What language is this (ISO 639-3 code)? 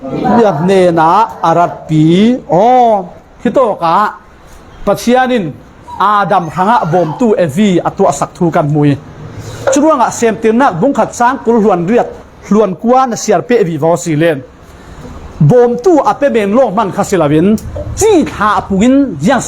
cfm